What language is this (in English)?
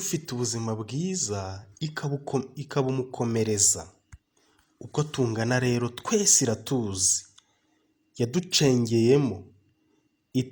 Kinyarwanda